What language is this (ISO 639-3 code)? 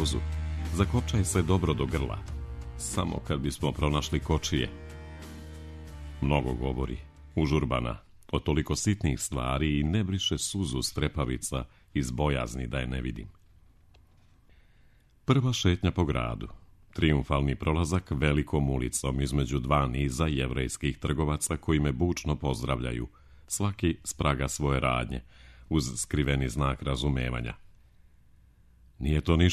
srp